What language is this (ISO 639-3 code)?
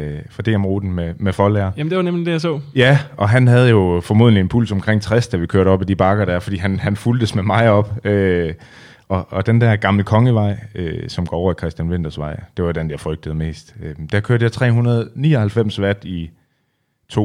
dan